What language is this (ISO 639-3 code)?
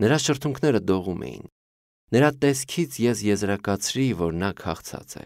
hye